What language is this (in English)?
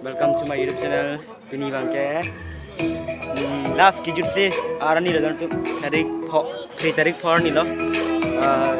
Karbi